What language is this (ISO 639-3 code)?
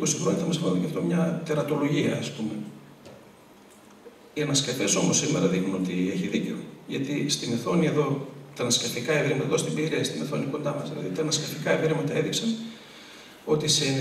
ell